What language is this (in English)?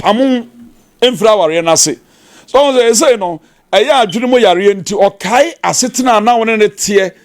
Akan